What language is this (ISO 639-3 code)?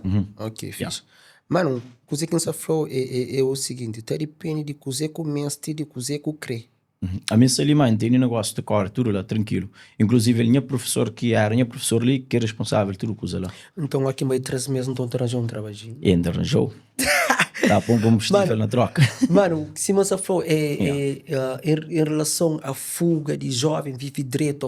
kea